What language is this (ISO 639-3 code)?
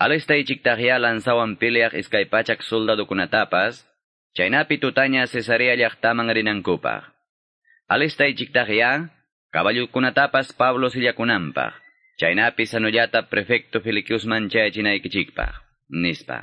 que